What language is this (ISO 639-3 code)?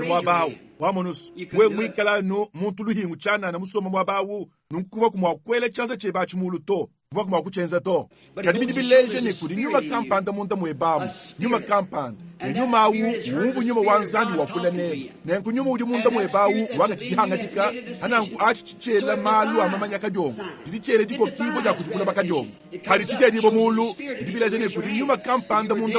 lua